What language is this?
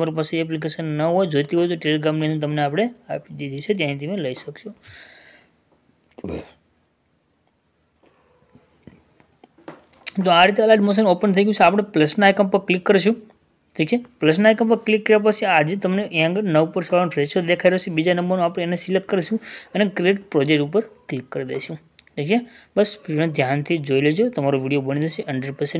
Gujarati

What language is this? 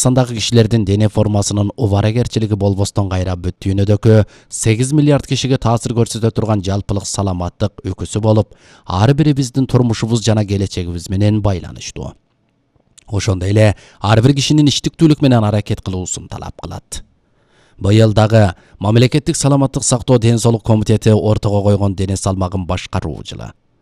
Kyrgyz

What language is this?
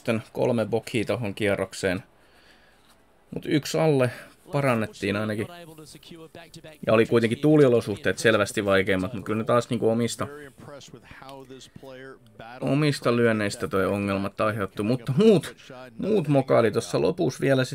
Finnish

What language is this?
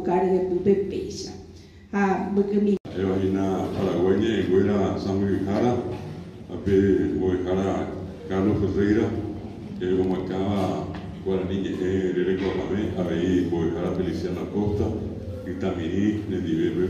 Guarani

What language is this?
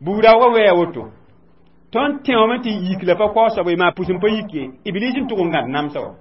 Mossi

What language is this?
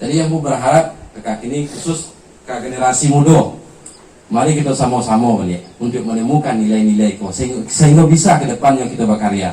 Minangkabau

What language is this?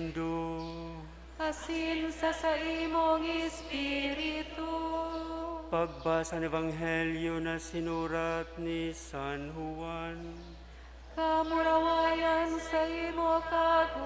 Bikol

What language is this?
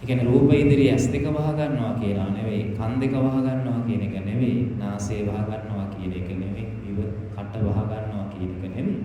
Sinhala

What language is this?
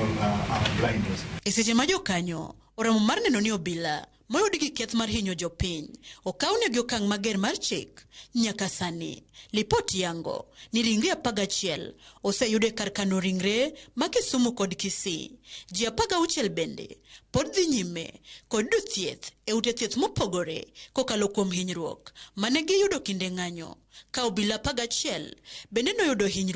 Luo (Kenya and Tanzania)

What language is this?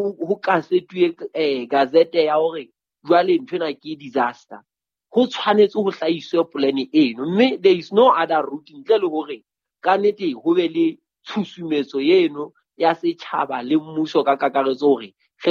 Southern Sotho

